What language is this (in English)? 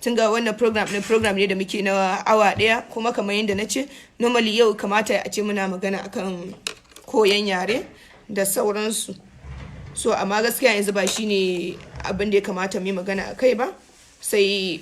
Hausa